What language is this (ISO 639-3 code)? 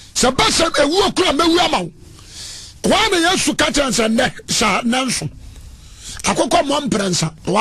aka